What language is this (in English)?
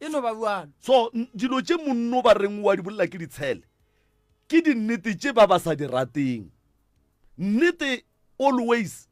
Northern Sotho